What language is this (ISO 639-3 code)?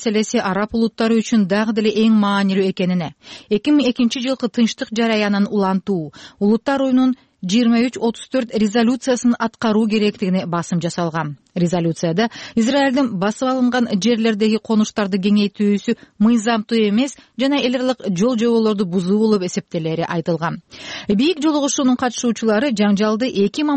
kir